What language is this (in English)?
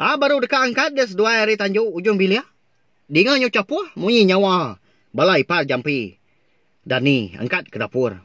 Iban